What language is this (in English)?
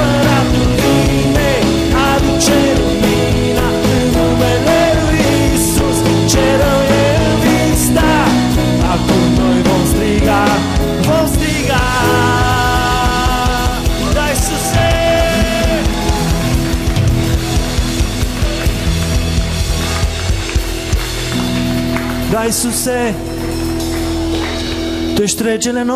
Romanian